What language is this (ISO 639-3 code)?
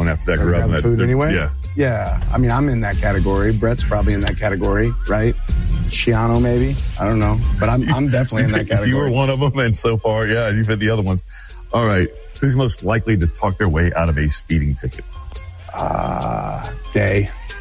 eng